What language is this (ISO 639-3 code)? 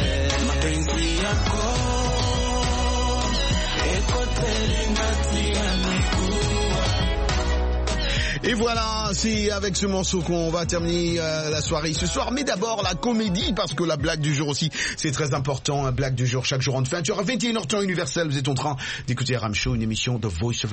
fra